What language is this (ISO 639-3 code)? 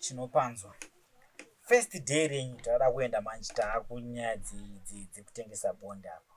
sna